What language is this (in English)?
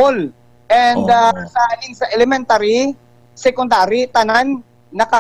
Hiligaynon